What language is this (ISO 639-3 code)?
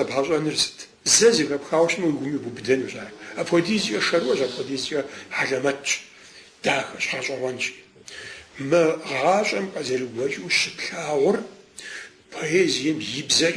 kbd